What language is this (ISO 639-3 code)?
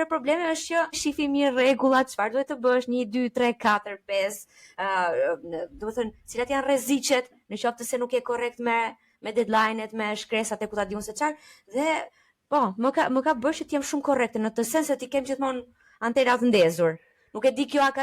sqi